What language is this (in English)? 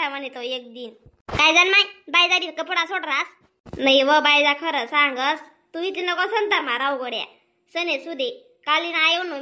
Khandesi